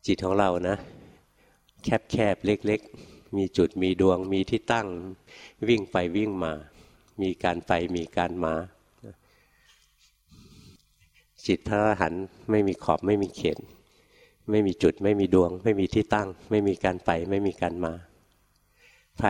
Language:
Thai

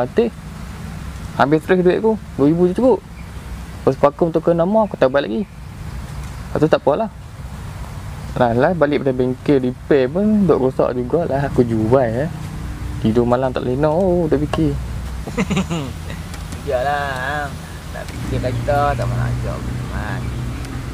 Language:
Malay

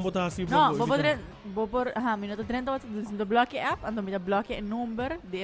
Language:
Papiamento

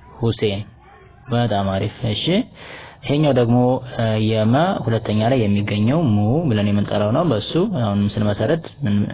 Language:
Amharic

